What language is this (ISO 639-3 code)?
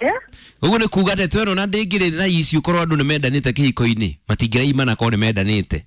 kik